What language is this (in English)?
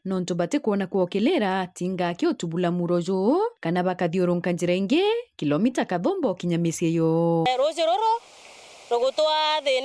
Meru